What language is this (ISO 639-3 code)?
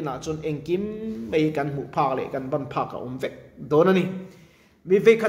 lus